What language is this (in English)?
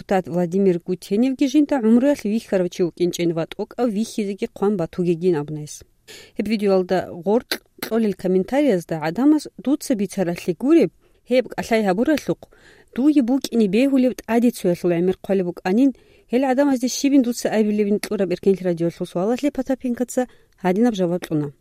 Avaric